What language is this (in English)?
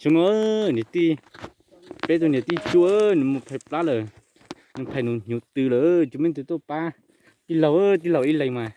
Hmong